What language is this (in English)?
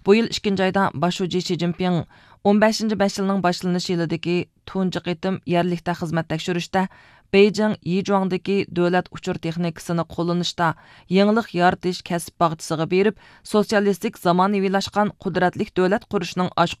Uyghur